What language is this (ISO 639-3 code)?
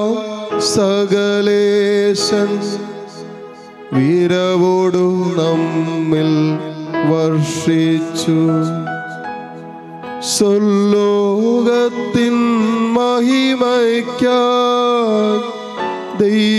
mal